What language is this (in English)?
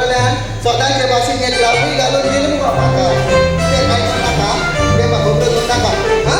Konkani